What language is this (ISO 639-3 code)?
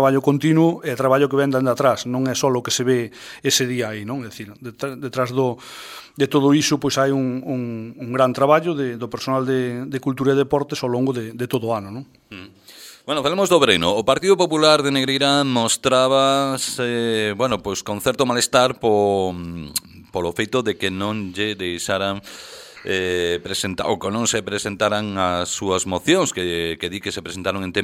glg